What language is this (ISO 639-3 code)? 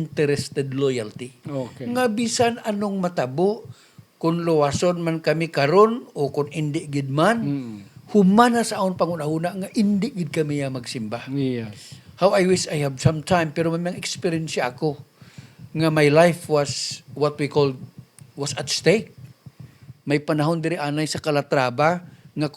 hil